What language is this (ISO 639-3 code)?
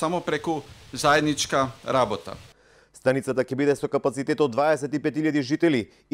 mkd